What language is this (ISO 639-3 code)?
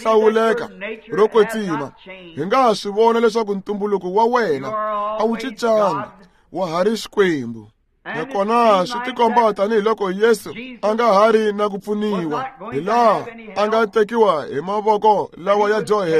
tso